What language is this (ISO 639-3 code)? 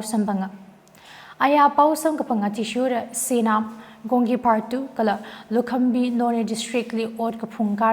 nmf